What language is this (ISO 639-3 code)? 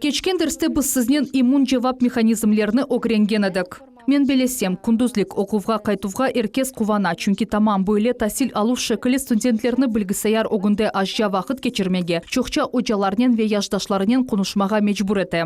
crh